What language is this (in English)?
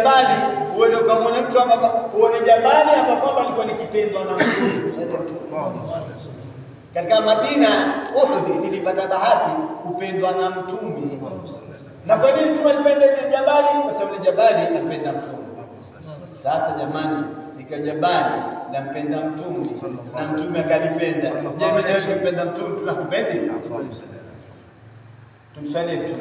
Swahili